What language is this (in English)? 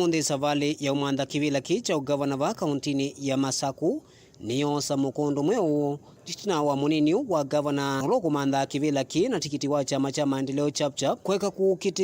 Kamba